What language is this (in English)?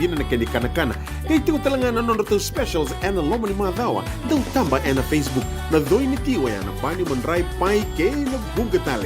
Fijian